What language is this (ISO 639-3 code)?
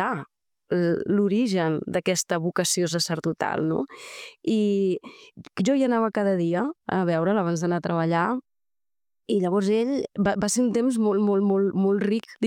cat